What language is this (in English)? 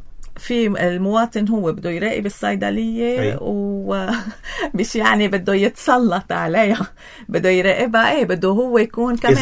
North Levantine Arabic